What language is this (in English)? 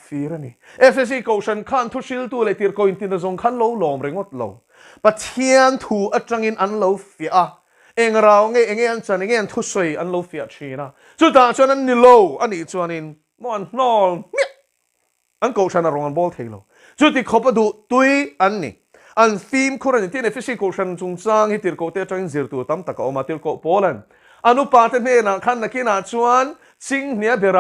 Mizo